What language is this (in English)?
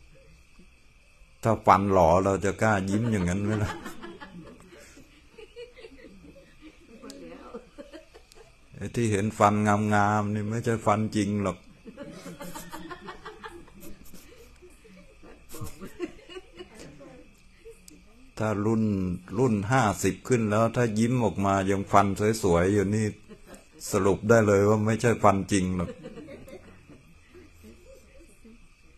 Thai